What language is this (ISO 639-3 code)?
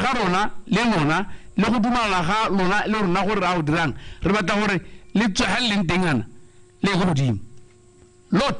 tsn